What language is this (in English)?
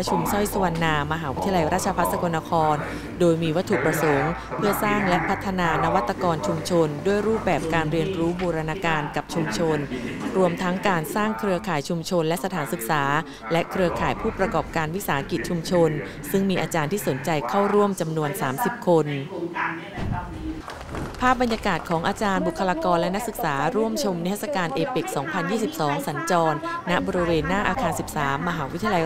Thai